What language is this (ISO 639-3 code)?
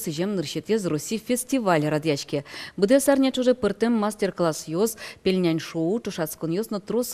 udm